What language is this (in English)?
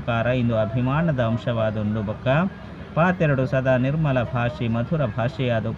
Tulu